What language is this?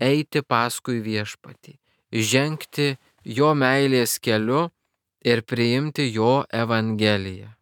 Lithuanian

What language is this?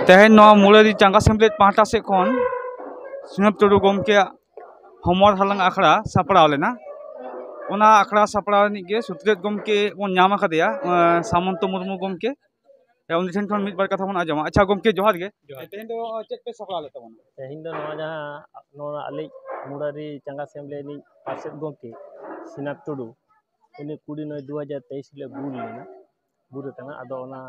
Santali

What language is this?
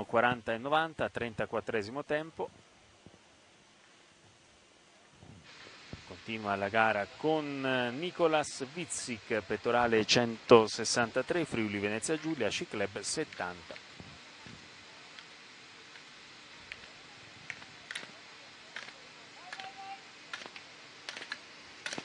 Italian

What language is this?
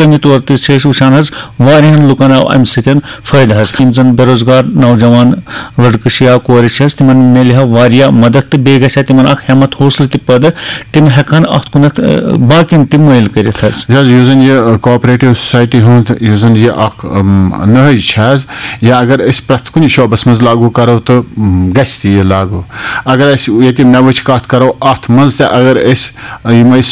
Kashmiri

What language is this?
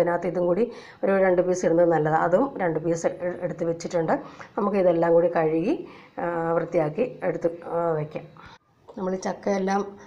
Malayalam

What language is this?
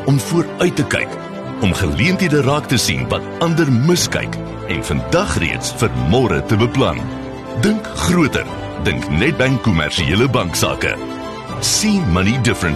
Afrikaans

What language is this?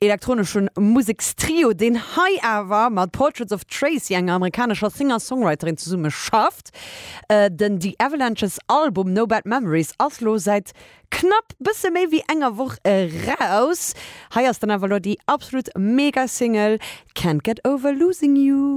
Luxembourgish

